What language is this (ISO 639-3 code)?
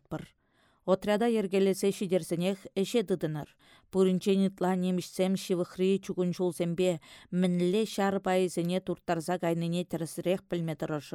chv